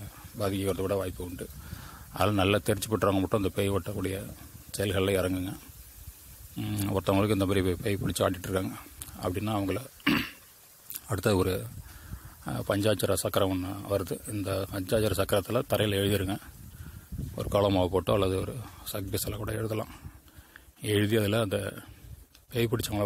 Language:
Tamil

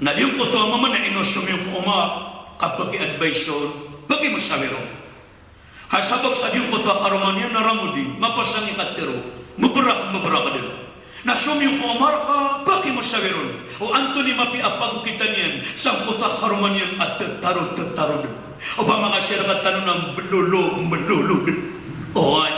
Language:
Maranao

